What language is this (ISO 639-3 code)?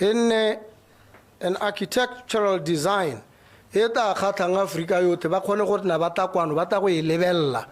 tsn